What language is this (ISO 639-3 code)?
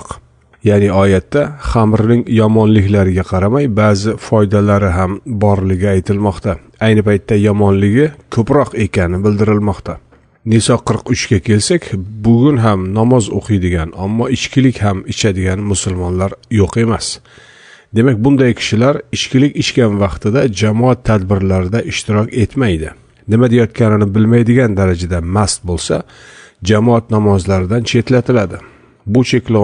uzb